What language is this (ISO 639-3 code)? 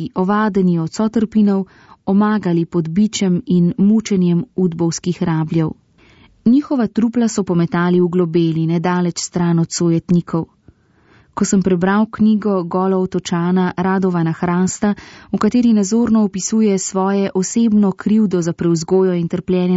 slv